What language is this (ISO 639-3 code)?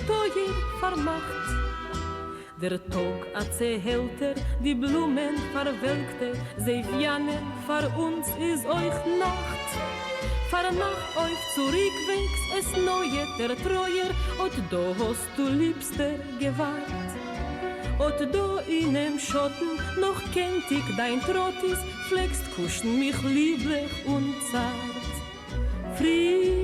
yid